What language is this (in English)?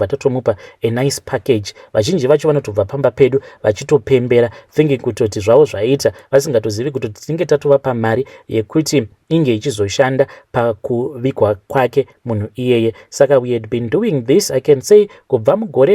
Shona